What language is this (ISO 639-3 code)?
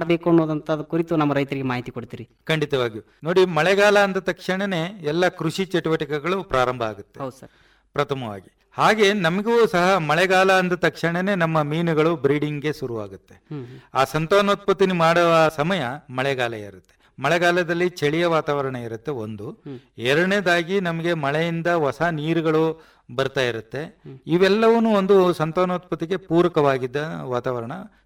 kan